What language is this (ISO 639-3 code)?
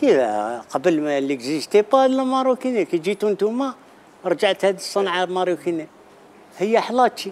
arq